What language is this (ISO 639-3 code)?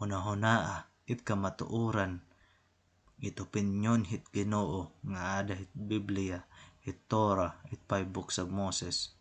war